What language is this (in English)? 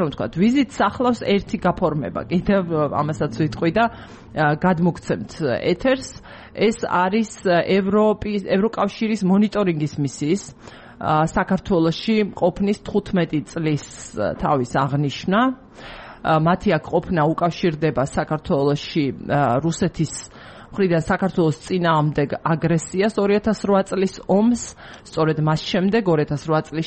Georgian